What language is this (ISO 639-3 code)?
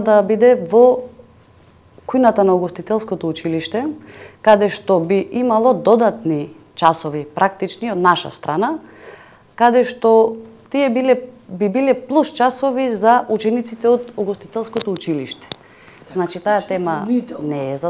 mkd